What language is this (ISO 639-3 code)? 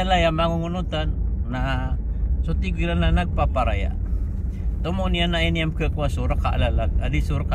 mrw